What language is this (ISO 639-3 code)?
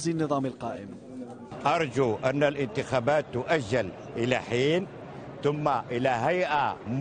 ara